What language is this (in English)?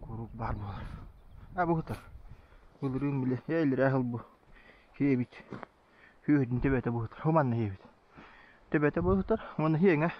Yakut